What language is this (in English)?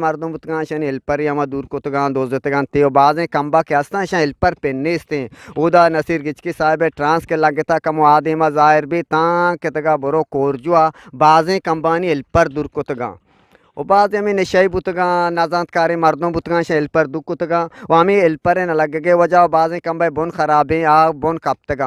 Eastern Balochi